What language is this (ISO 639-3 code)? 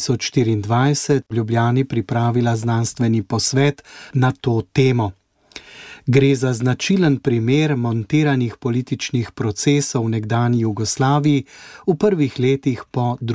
slv